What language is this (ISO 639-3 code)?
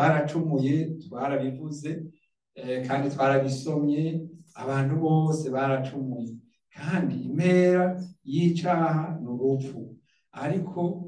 run